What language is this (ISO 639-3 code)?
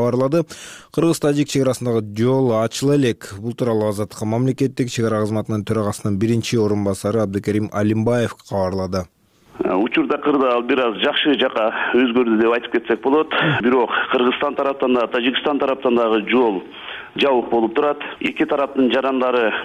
kir